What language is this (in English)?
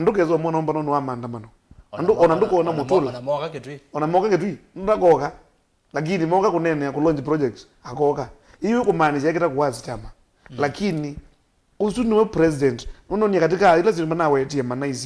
Kamba